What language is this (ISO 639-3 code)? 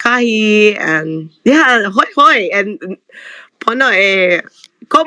haw